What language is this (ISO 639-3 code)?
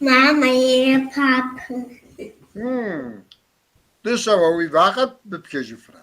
kbd